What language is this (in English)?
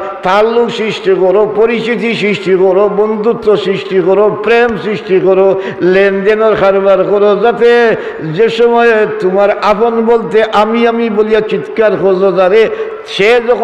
Sylheti